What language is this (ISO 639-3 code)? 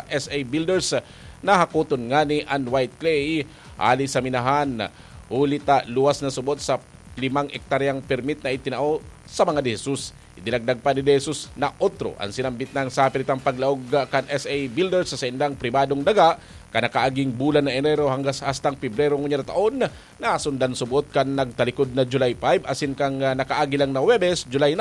bik